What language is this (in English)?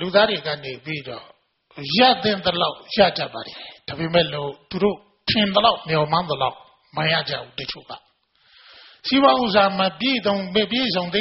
Burmese